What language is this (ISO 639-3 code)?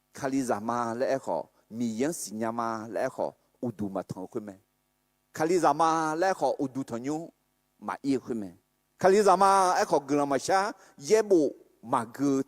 ahk